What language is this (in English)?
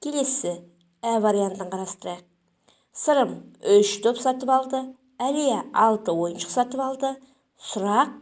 Kazakh